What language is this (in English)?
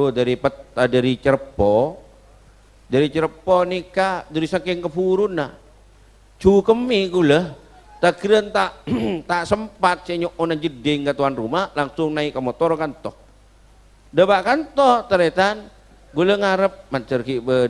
Madurese